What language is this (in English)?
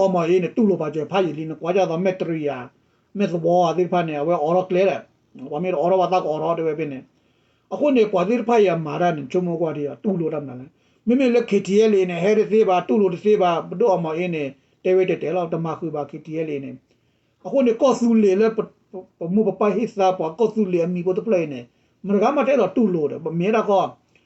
S'gaw Karen